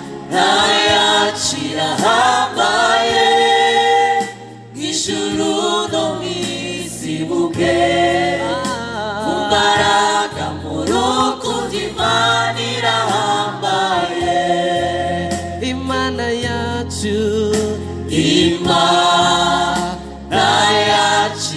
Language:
Kinyarwanda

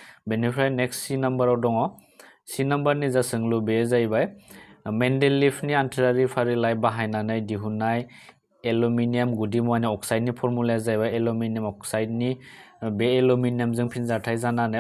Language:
Bodo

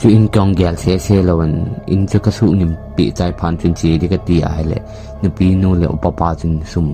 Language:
Thado Chin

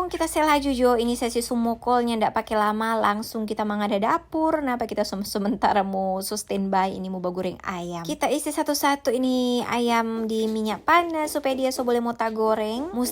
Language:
Manado Malay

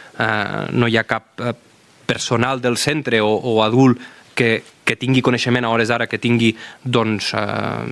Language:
Catalan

